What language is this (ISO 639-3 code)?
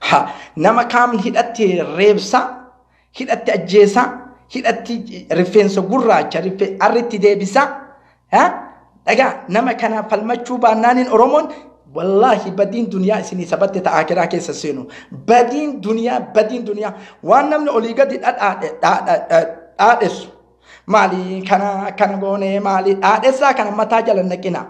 orm